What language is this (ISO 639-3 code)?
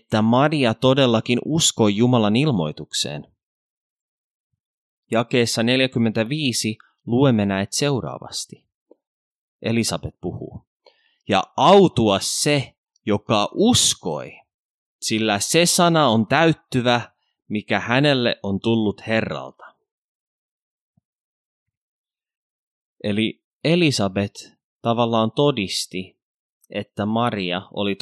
fin